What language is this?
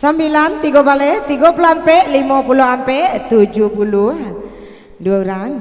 Minangkabau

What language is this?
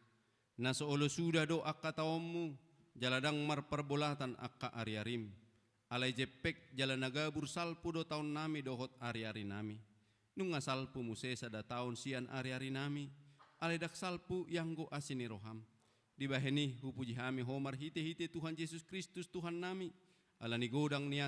Batak Toba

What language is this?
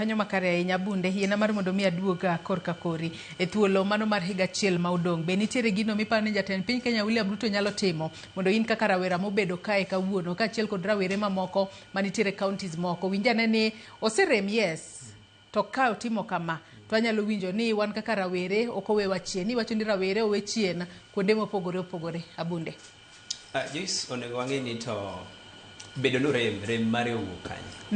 Luo (Kenya and Tanzania)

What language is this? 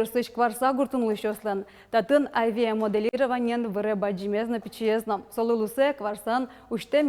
Udmurt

